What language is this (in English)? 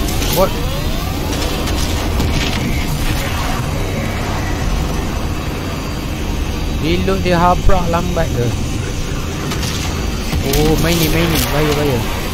Malay